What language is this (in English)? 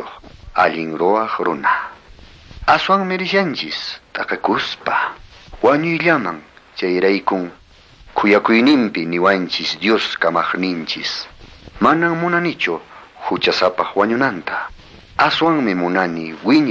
Quechua